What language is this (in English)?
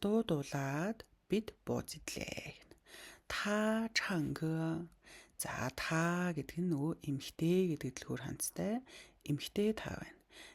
Mongolian